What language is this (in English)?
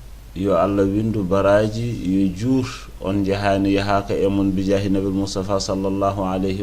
Fula